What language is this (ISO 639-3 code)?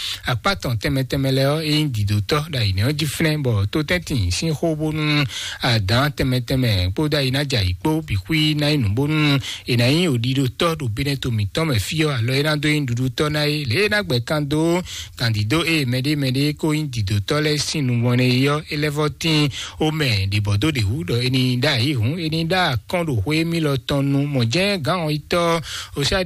fon